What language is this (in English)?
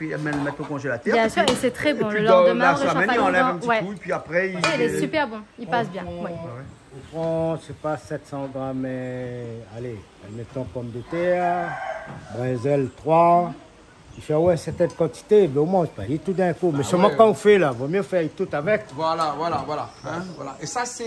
Réunion Creole French